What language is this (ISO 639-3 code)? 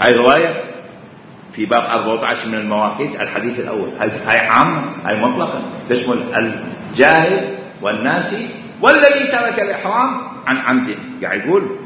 acm